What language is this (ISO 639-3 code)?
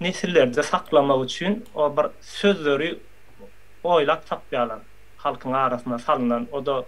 tuk